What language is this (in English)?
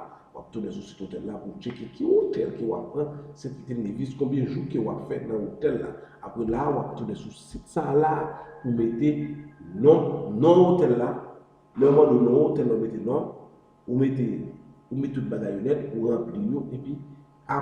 Haitian Creole